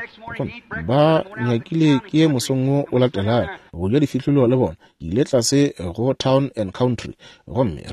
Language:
Northern Sotho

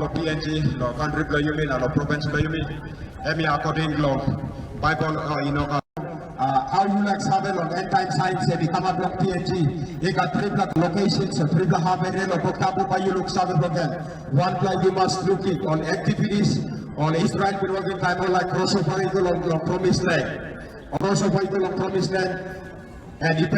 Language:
Tok Pisin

